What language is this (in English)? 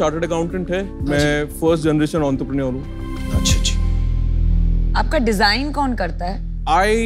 Hindi